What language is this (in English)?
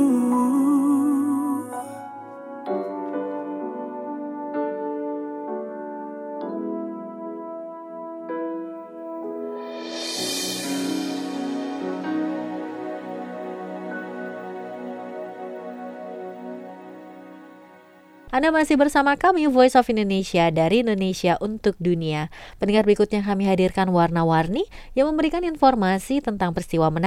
Indonesian